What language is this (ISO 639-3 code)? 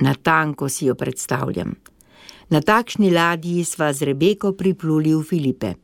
slv